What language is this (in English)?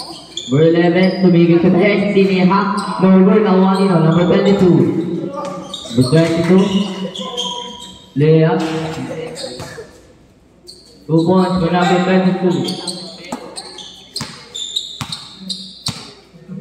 Filipino